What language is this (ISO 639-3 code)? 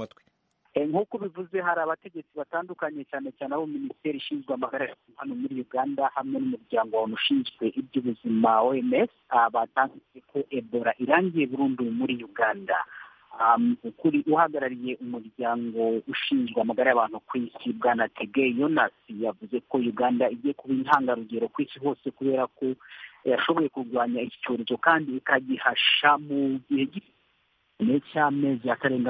kin